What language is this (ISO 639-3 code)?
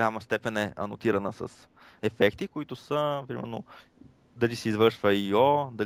bul